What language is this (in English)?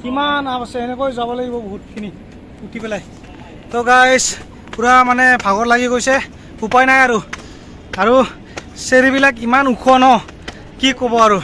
Assamese